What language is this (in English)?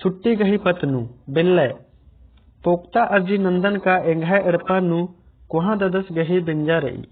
Kurukh